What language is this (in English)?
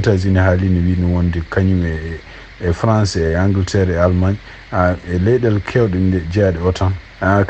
Fula